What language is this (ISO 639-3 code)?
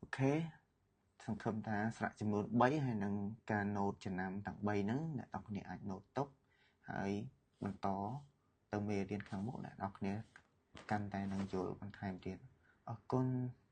khm